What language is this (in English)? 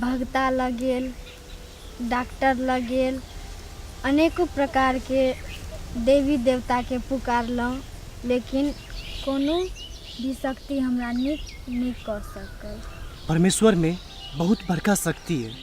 Maithili